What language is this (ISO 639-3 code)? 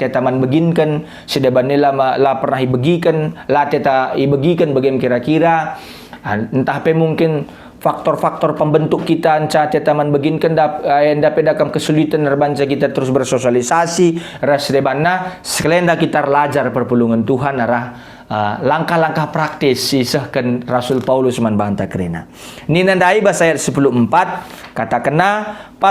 btx